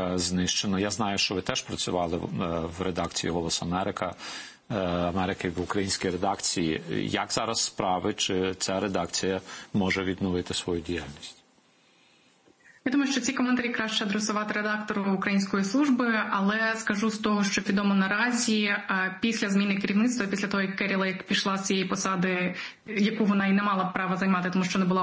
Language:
Ukrainian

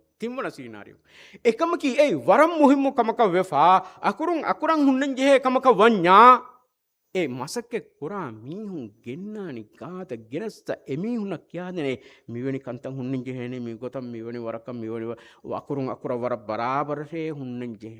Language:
Divehi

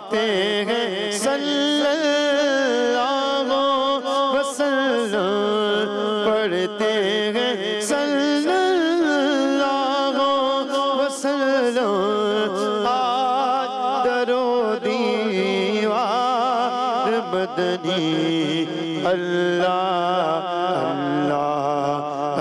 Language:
Urdu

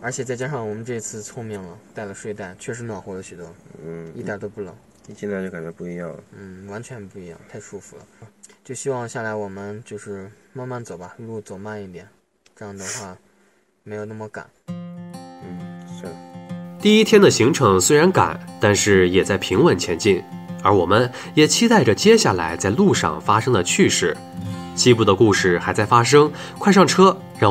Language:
Chinese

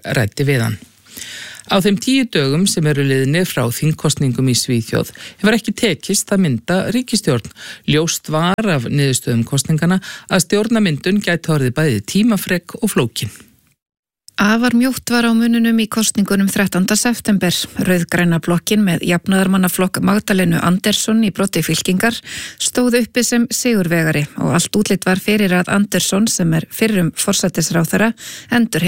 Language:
Icelandic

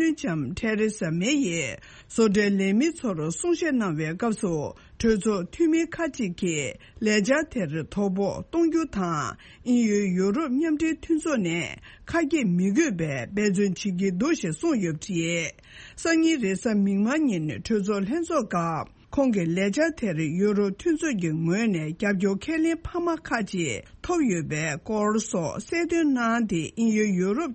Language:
Tibetan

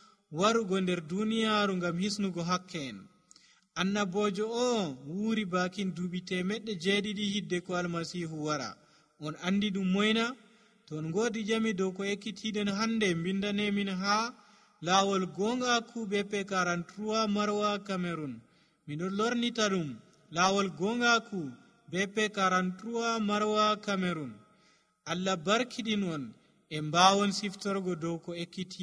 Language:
Nigerian Fulfulde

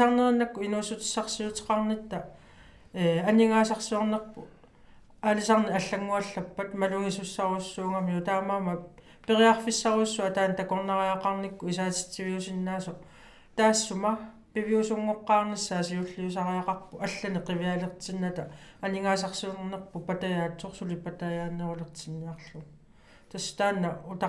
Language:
Kalaallisut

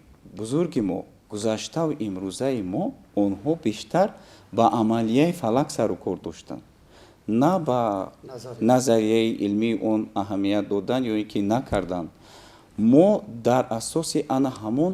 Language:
Tajik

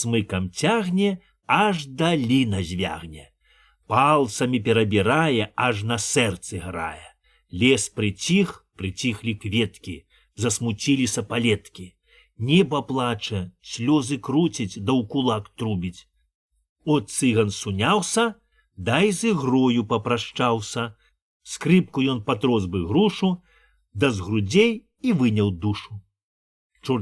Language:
Belarusian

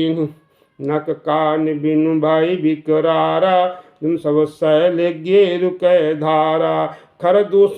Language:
Awadhi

